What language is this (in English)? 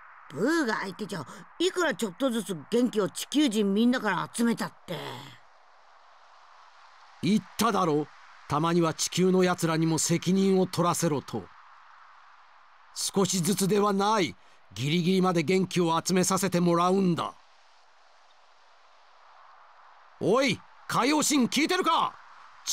Japanese